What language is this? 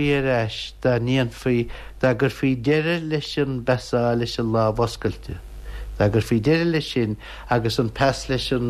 Irish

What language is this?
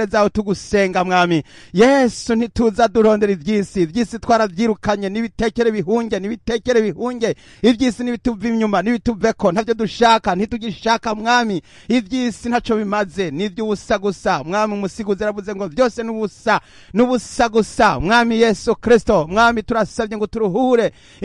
Rundi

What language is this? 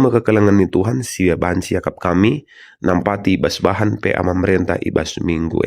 Batak Karo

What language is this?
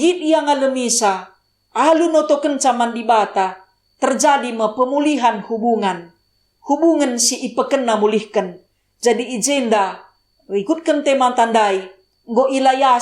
Batak Karo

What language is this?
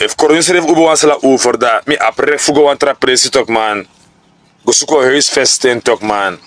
Sranan Tongo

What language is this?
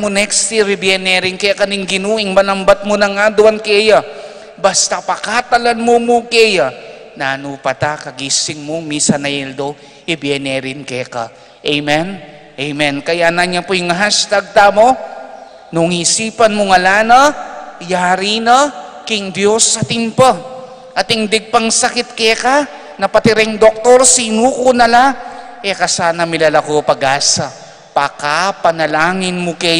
Pampanga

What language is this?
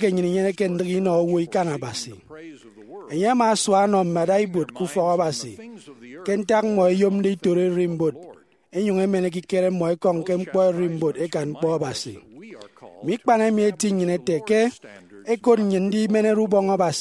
Efik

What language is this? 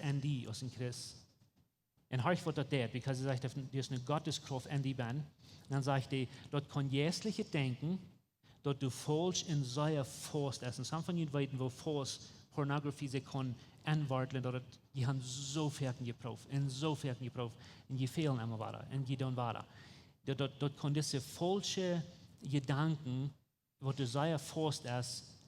Plautdietsch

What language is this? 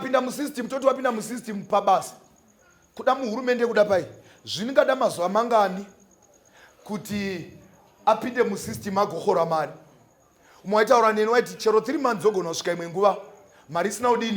Shona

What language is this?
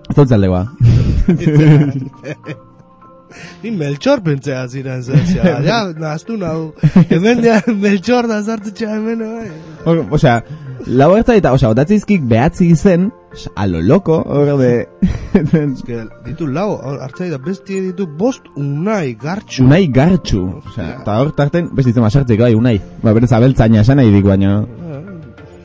Basque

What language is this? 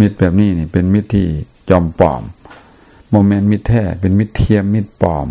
Lao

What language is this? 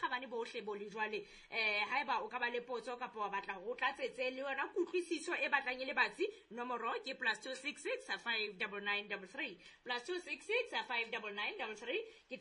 Southern Sotho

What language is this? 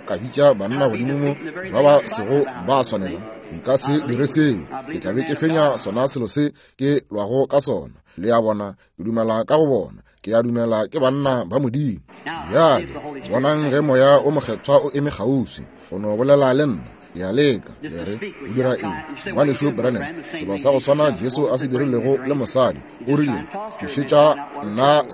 Northern Sotho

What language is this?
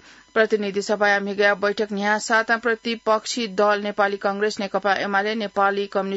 Newari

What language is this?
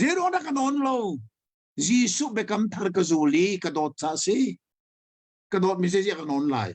Hakha Chin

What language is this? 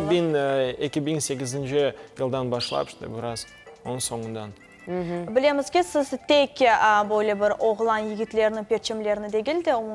Crimean Tatar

